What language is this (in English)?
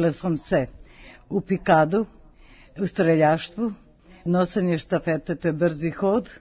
Serbian